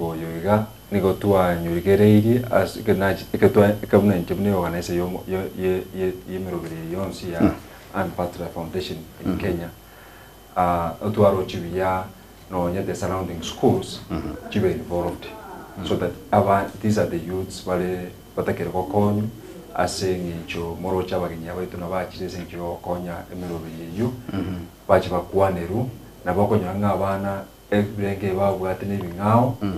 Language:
Gusii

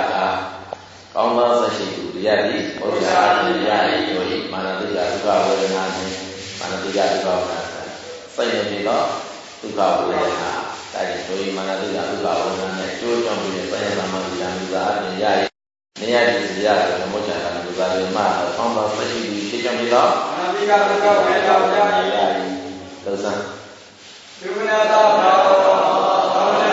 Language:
Burmese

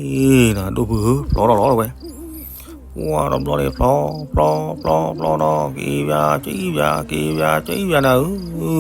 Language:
S'gaw Karen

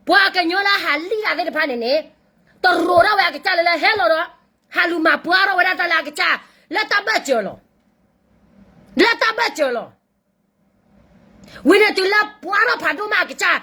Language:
S'gaw Karen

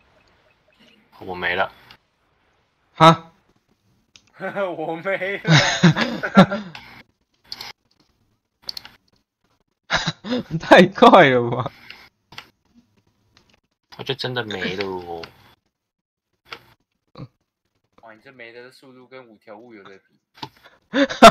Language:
Chinese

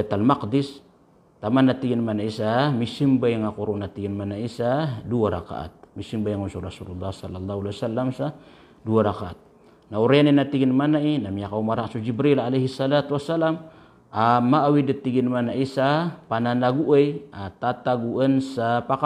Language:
Maranao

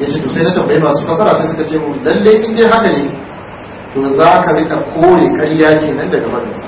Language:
Hausa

